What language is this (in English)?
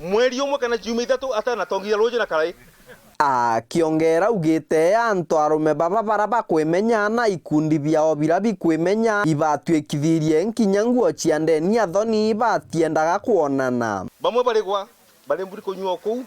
Meru